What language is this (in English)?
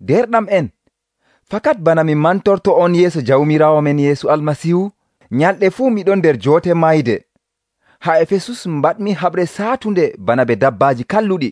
Nigerian Fulfulde